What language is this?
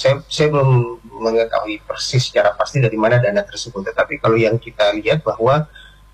Indonesian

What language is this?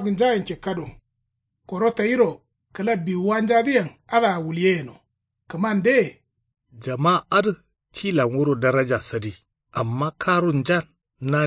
Kanuri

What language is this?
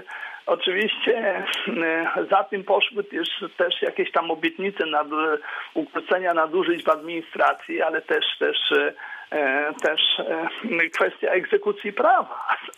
Polish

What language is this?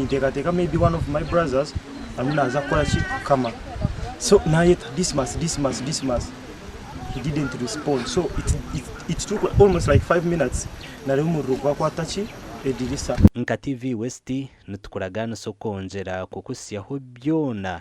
Nyankole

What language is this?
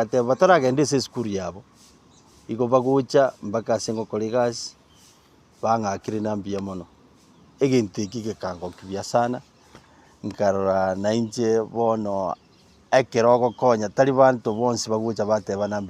Gusii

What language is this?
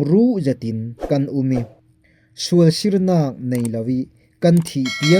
Falam Chin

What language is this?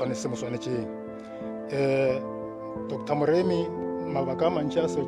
Northern Sotho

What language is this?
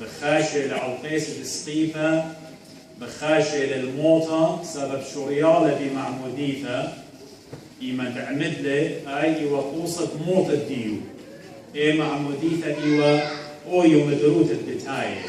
Assyrian Neo-Aramaic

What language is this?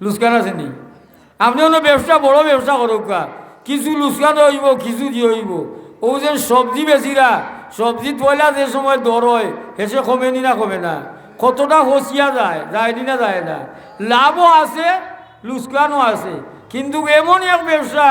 Sylheti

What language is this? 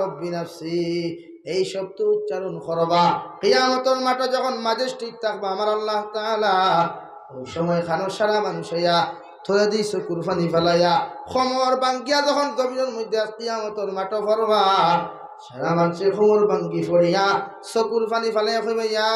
Sylheti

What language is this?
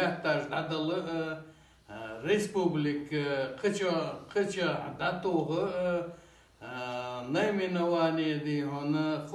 Ingush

